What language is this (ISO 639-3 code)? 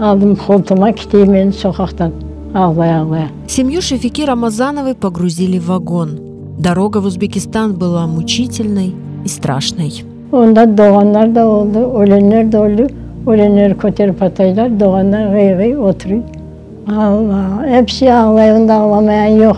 crh